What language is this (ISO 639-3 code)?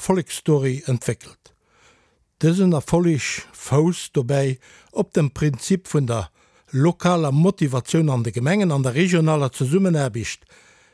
ltz